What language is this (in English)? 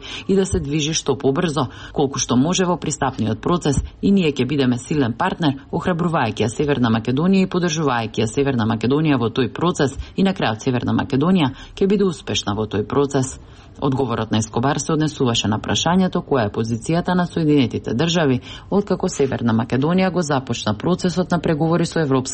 Macedonian